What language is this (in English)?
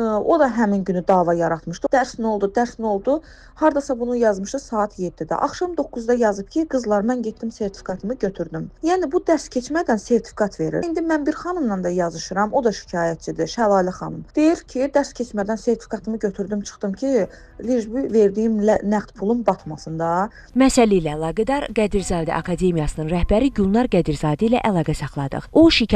Azerbaijani